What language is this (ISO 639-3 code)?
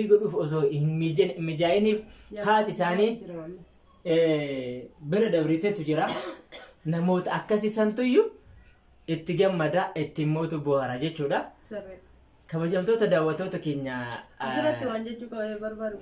orm